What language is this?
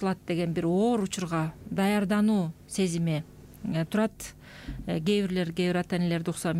Kyrgyz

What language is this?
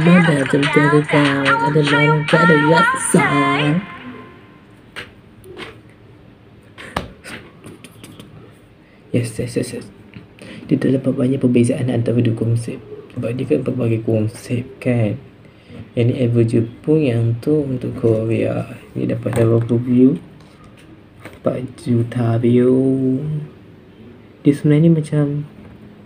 Malay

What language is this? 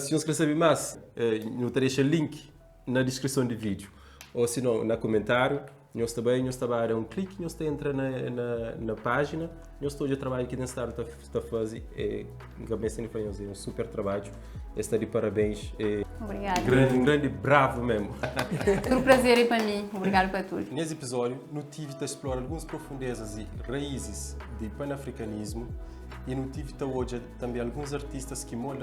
Kabuverdianu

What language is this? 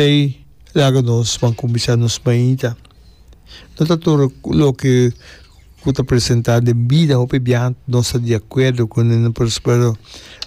Papiamento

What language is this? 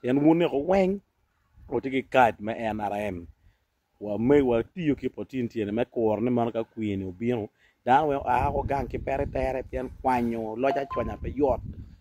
Acoli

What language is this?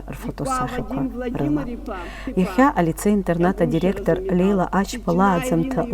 Abkhazian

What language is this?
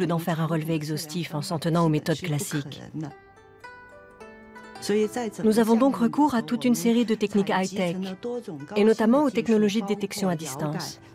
French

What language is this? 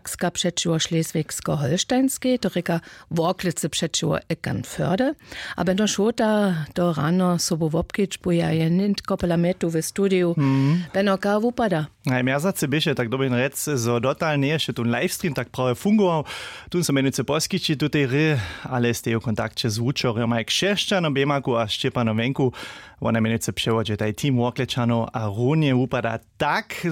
Upper Sorbian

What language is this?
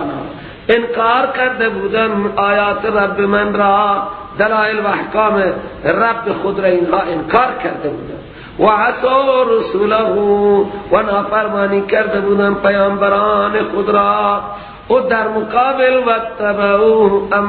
Persian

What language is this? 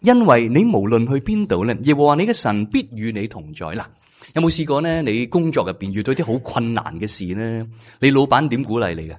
Cantonese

